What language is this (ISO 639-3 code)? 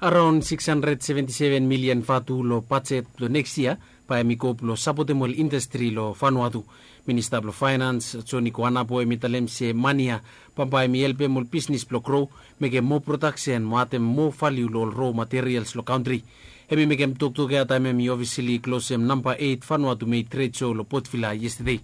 bis